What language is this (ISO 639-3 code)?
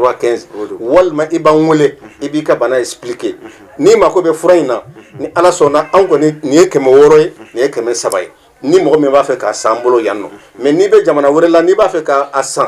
bam